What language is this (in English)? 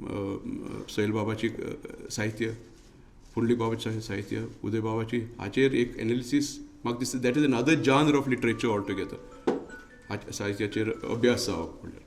Konkani